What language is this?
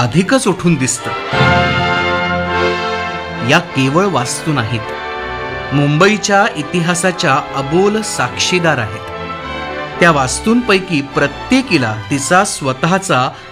Marathi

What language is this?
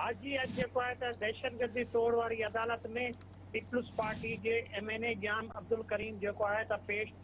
Sindhi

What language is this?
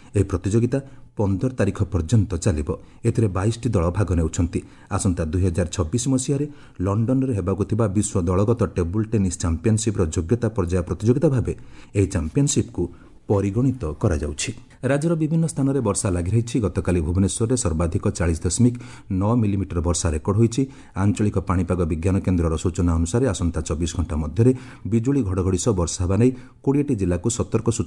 Odia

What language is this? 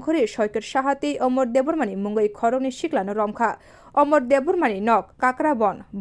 Kok Borok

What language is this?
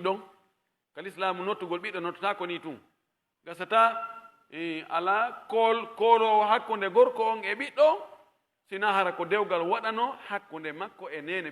Pular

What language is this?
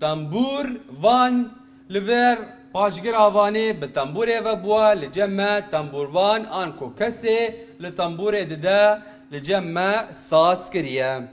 Kurdish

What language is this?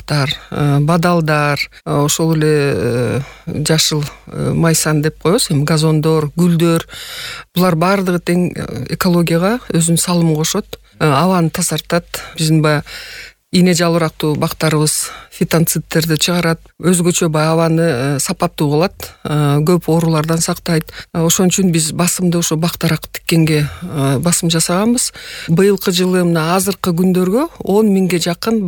Kyrgyz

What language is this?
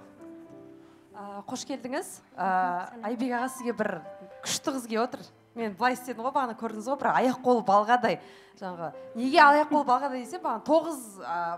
Kazakh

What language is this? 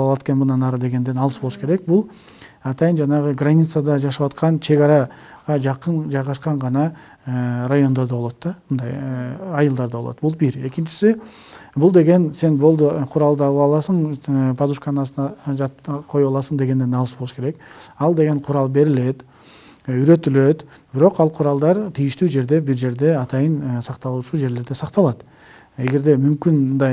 Kyrgyz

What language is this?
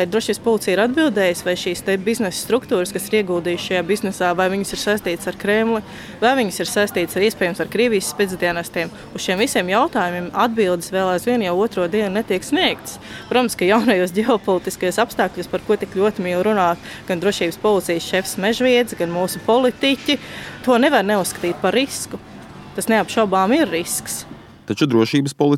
Latvian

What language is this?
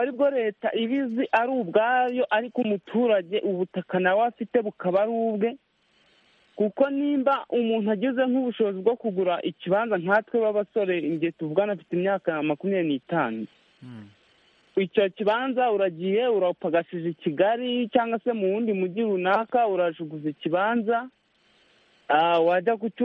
Kinyarwanda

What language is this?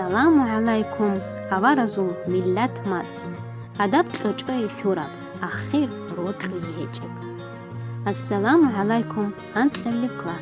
Avaric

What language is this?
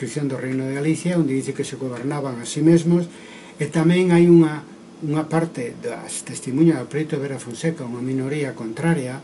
Galician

